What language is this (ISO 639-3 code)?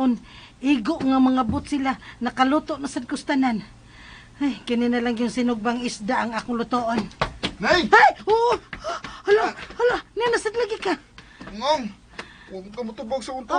ceb